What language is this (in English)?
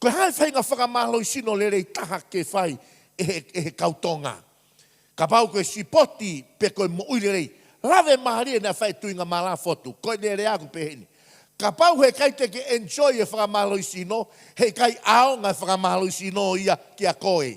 Tongan